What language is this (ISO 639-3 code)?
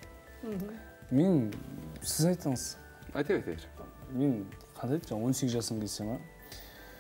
kaz